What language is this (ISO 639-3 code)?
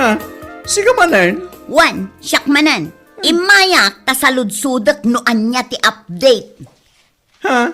ilo